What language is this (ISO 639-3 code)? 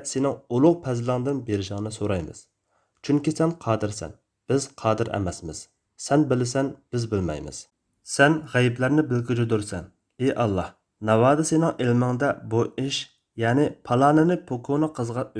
uig